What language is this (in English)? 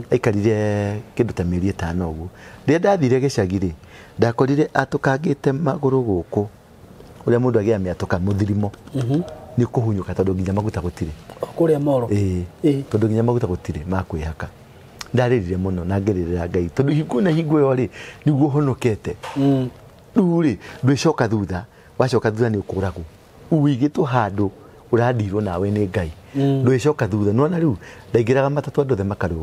Kikuyu